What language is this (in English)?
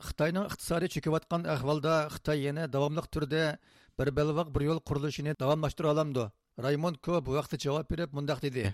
Uyghur